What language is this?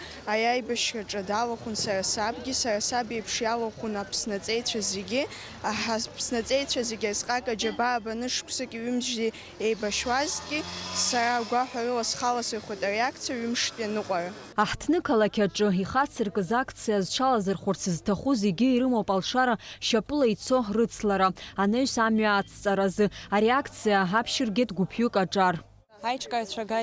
Abkhazian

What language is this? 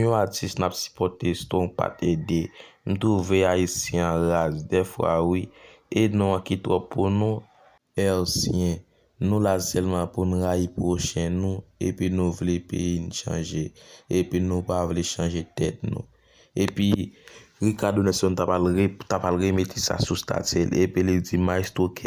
Haitian Creole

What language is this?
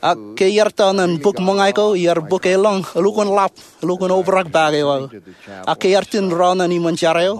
Marshallese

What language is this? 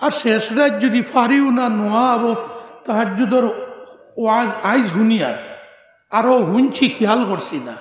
Sylheti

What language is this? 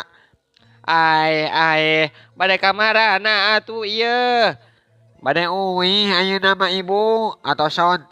Sundanese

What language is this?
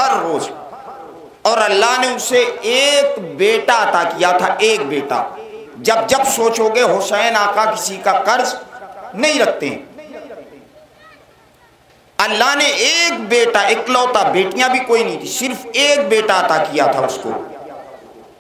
Urdu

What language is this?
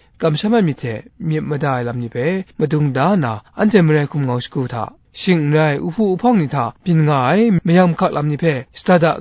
Kachin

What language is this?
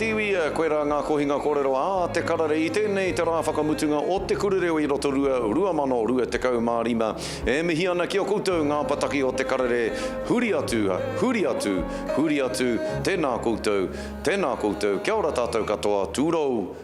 Māori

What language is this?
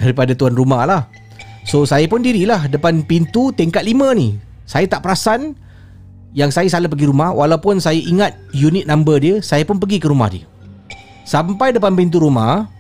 Malay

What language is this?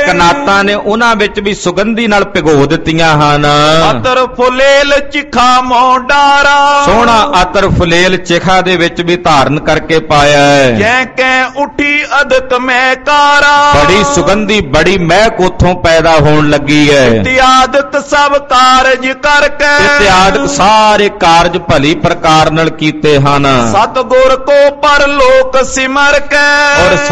Punjabi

